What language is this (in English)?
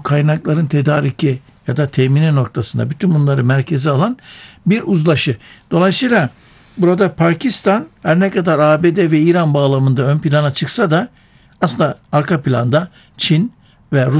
Turkish